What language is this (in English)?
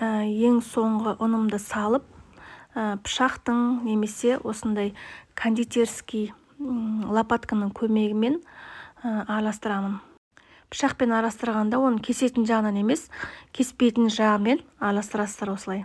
Kazakh